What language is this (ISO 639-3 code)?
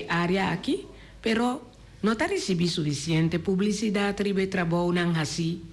pap